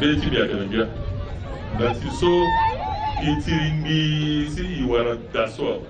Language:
Sango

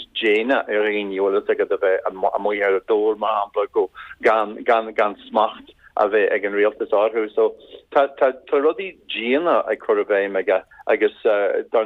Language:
Irish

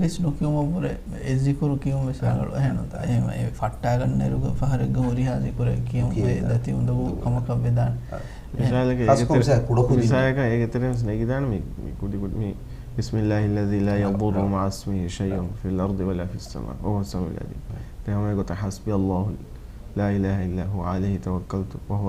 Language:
Divehi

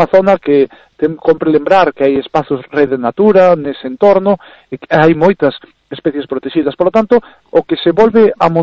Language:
Galician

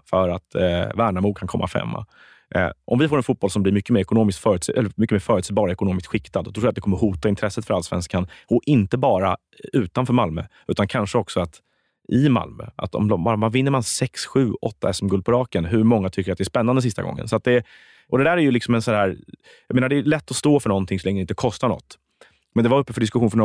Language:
Swedish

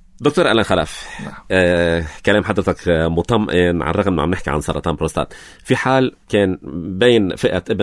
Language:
North Levantine Arabic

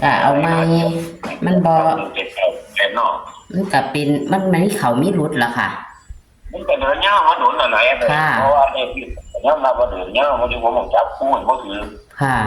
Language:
Northeastern Thai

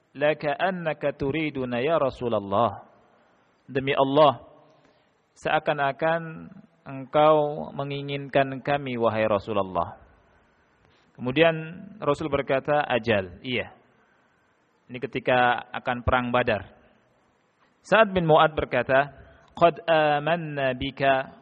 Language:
Indonesian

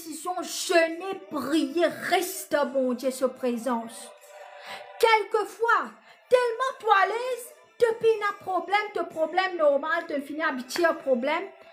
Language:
Morisyen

